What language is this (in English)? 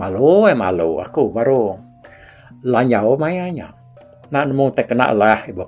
Iban